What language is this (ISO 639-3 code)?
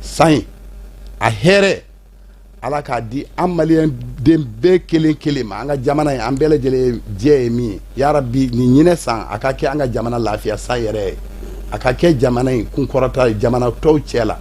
bam